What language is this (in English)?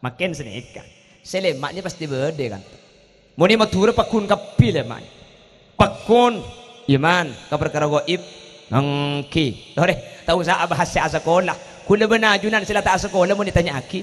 Madurese